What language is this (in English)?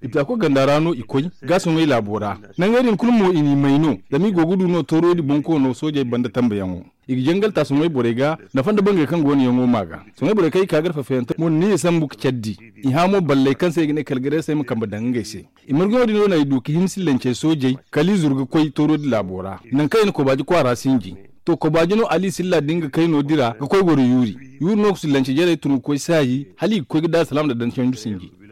Zarma